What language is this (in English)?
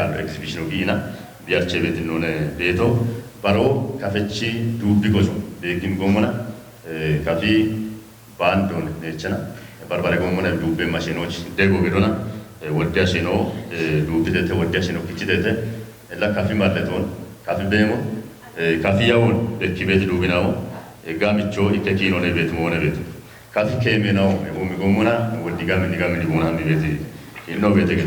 Kafa